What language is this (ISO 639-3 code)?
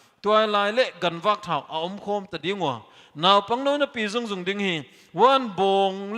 pck